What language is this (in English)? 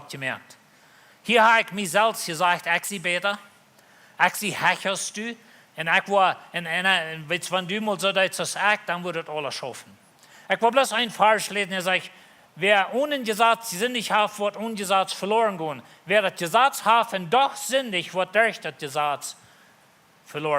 Plautdietsch